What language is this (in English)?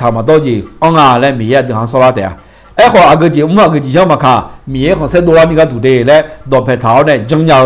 Akha